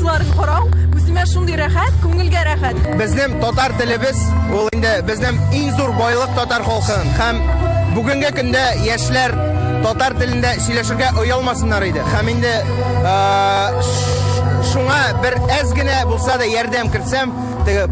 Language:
Tatar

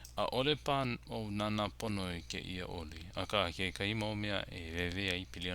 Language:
Hawaiian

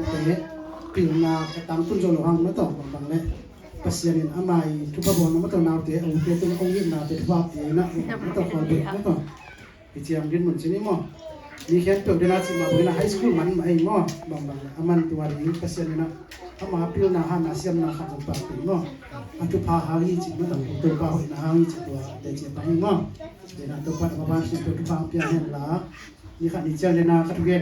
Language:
Tedim Chin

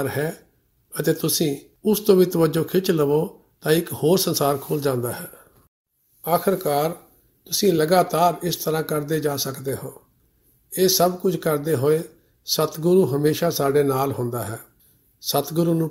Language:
Punjabi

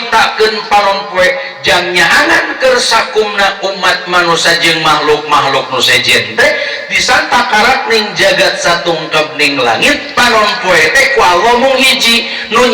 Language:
Sundanese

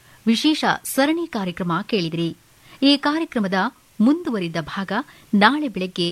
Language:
Kannada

